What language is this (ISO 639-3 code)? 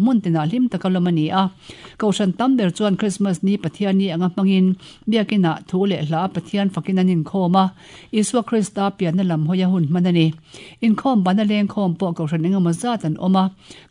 lus